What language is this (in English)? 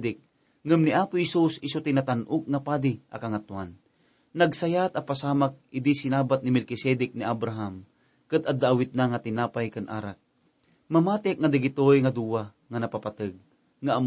Iloko